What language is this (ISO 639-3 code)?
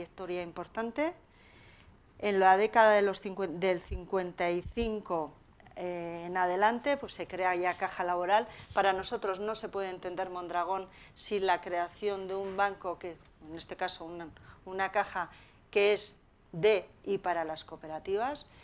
spa